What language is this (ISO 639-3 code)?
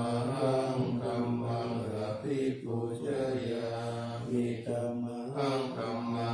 pli